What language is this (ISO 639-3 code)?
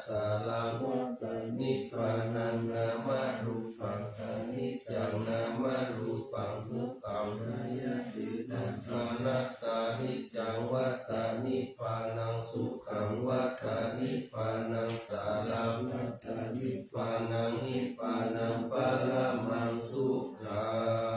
pli